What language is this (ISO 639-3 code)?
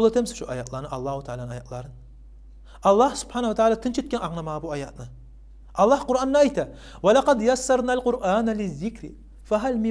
kum